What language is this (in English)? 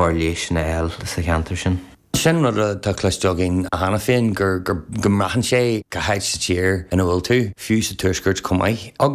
Irish